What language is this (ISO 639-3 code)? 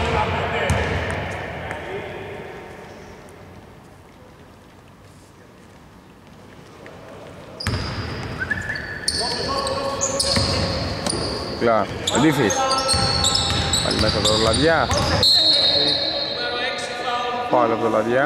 ell